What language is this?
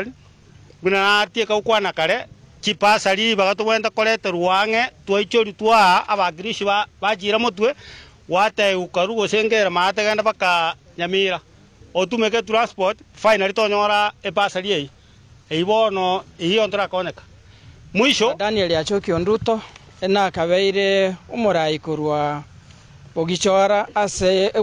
Gusii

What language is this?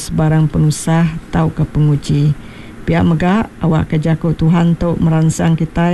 Iban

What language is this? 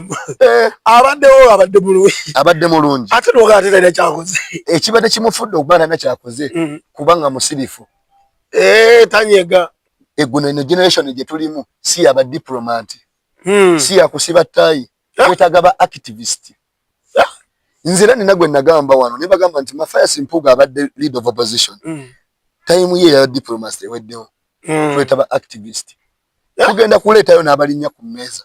Ganda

